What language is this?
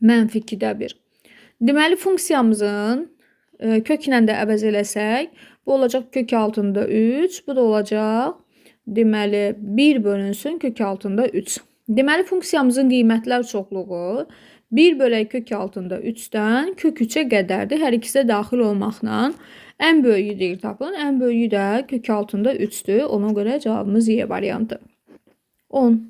Azerbaijani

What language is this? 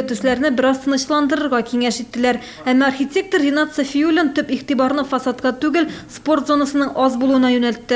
Tatar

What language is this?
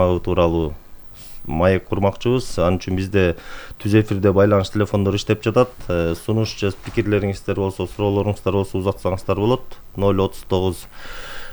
Kyrgyz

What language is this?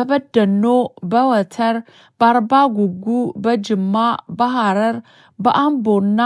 Amharic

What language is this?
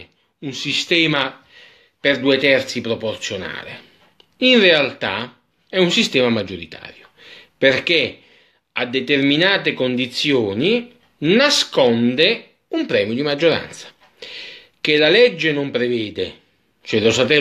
Italian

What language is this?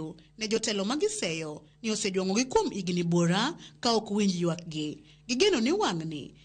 Luo (Kenya and Tanzania)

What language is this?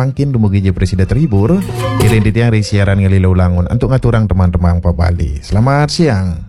Balinese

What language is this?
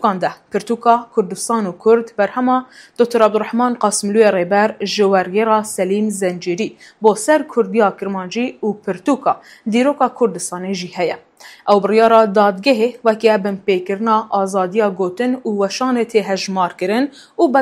Kurdish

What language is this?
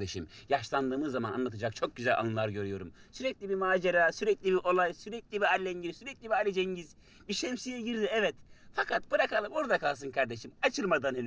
Turkish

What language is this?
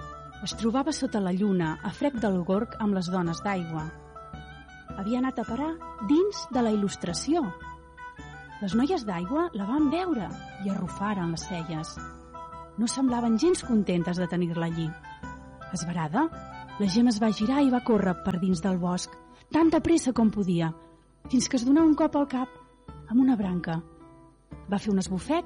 Catalan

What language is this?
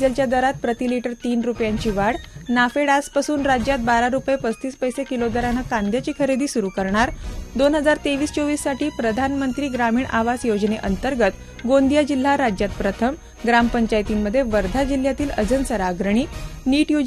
Marathi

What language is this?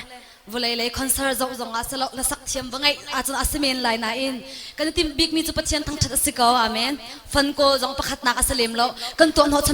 Hakha Chin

